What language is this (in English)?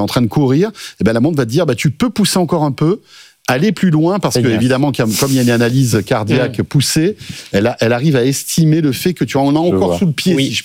French